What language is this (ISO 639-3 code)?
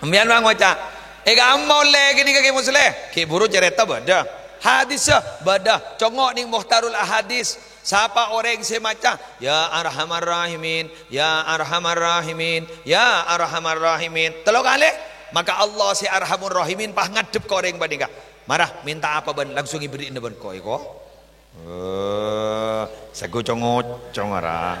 mad